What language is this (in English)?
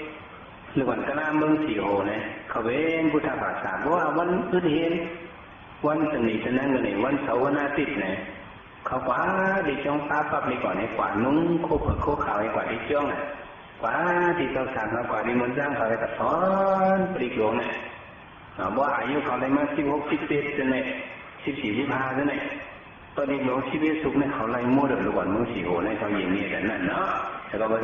Shan